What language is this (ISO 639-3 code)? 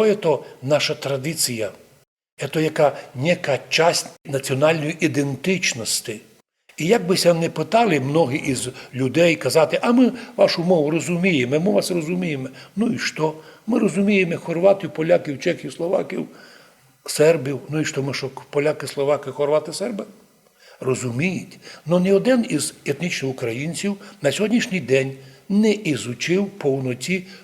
rue